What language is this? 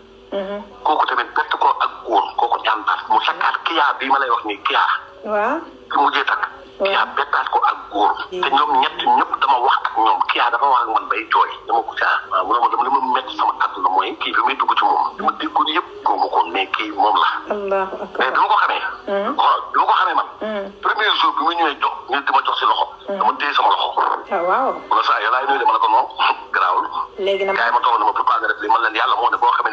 Wolof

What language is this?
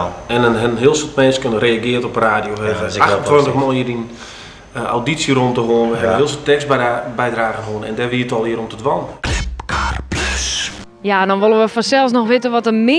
Western Frisian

